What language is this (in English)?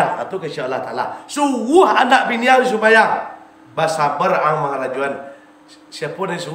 Minangkabau